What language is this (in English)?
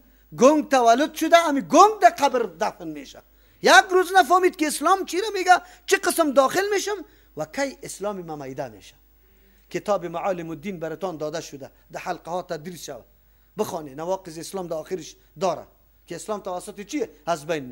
Persian